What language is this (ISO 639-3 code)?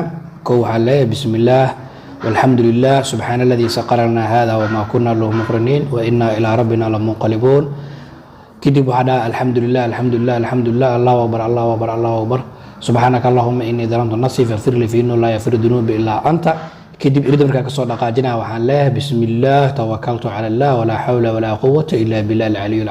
som